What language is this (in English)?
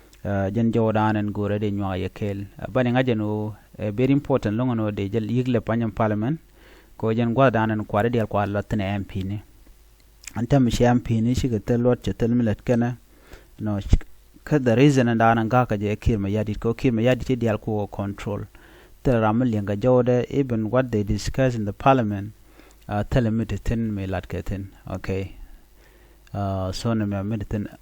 Nuer